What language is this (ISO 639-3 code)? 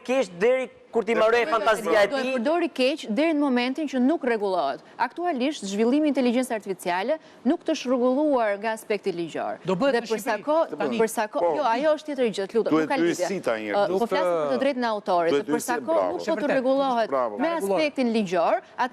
sqi